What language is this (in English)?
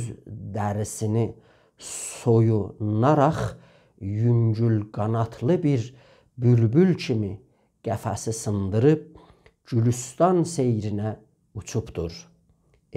South Azerbaijani